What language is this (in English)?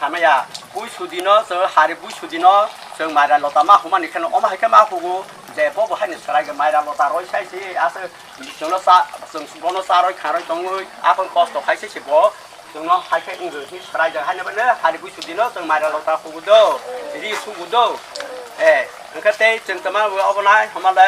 Kok Borok